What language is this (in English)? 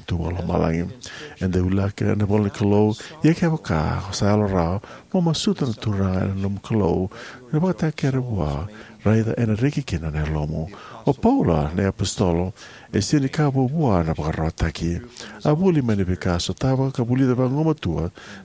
Fijian